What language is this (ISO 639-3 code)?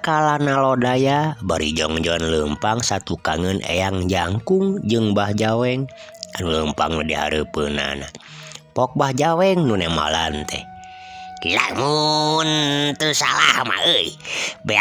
sun